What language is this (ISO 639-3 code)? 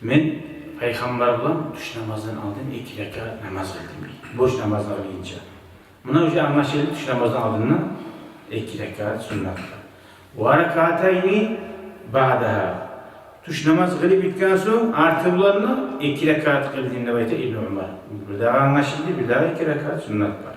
kum